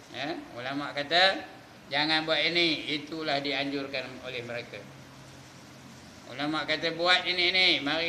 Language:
Malay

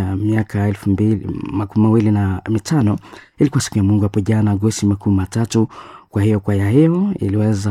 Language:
Swahili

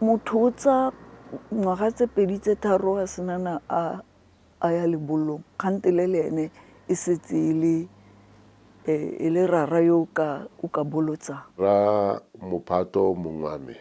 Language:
Tswana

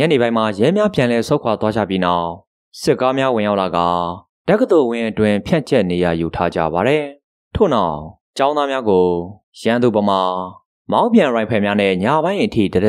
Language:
Burmese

